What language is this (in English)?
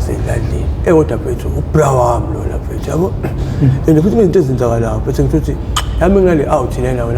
Zulu